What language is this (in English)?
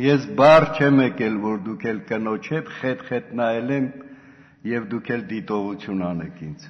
Armenian